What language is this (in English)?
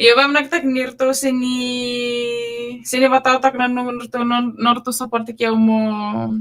Fijian